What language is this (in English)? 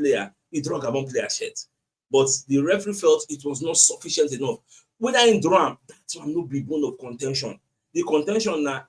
Nigerian Pidgin